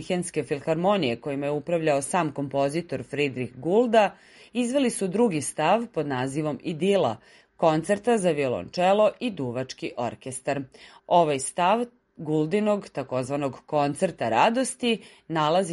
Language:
Serbian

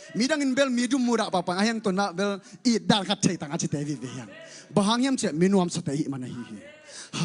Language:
Tedim Chin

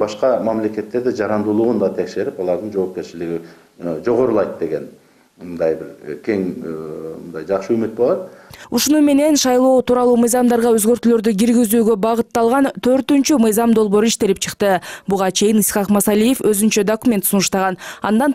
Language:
Kyrgyz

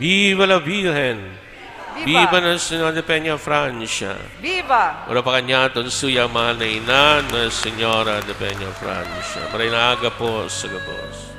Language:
Bikol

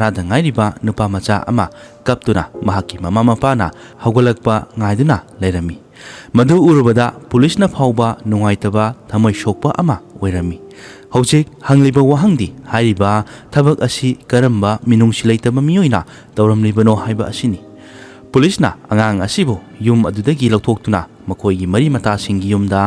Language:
Manipuri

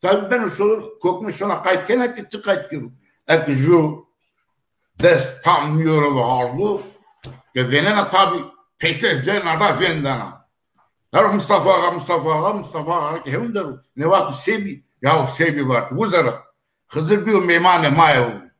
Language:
Zaza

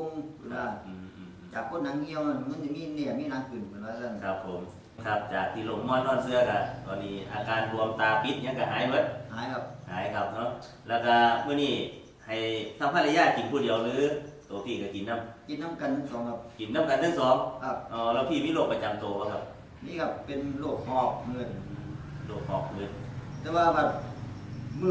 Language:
Northeastern Thai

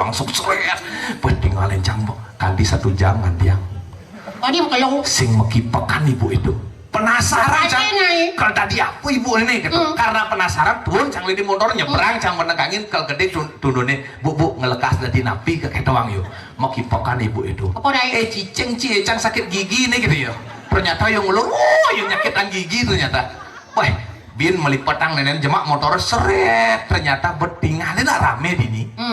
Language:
Balinese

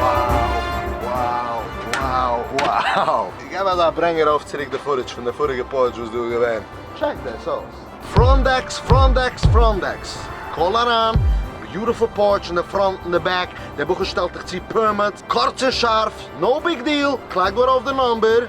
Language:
Yiddish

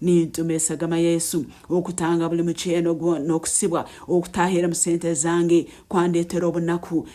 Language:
Nyankole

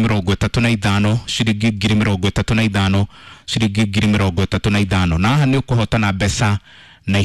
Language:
Kikuyu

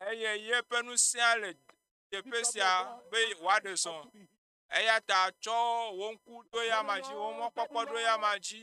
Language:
Ewe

